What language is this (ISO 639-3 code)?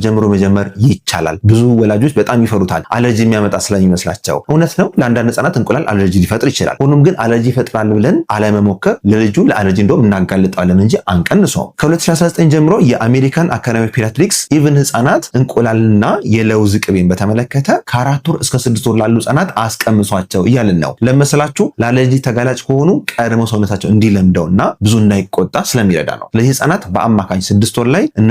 amh